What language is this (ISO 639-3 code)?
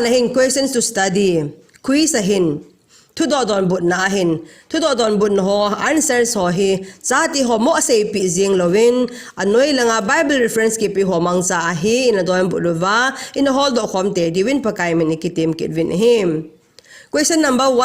tcz